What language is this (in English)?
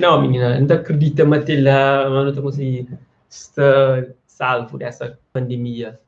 Kabuverdianu